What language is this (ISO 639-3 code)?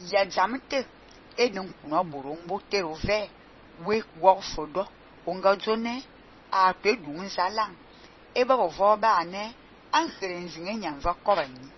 fan